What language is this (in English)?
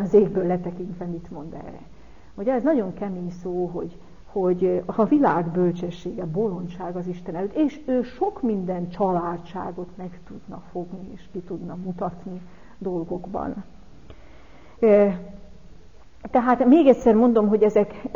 Hungarian